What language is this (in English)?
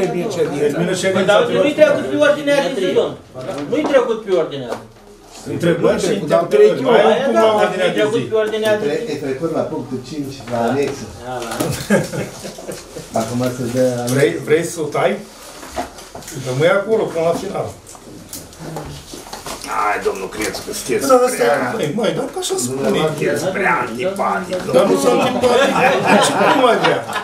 Romanian